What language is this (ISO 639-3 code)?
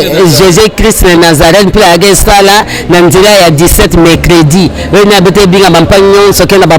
lin